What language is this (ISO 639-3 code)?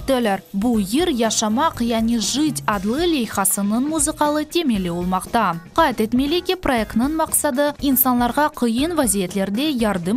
crh